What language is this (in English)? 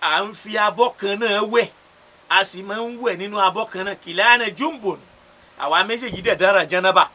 Yoruba